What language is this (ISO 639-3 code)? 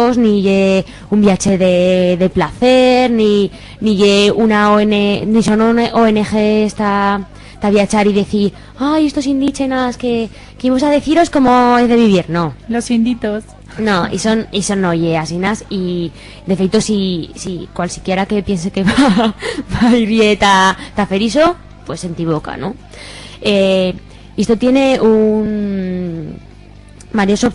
arg